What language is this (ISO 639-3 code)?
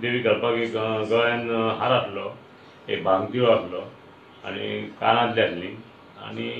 kok